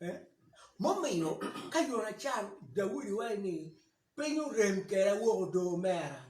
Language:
Acoli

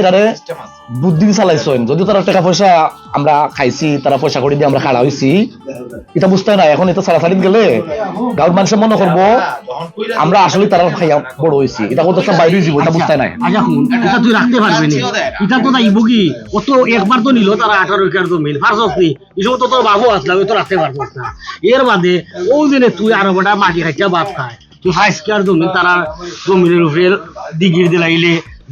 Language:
Sylheti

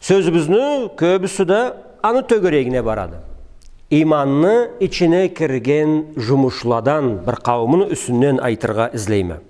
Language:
Karachay-Balkar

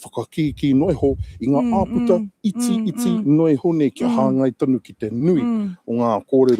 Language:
Māori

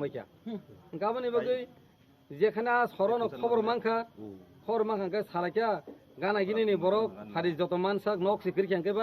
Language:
Kok Borok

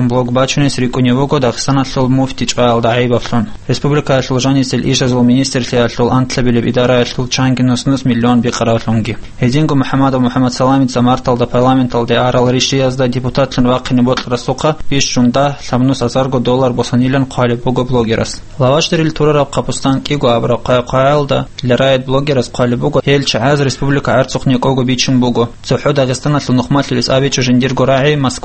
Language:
Avaric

